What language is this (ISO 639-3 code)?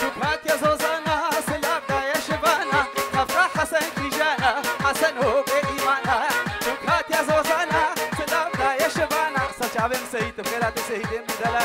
kur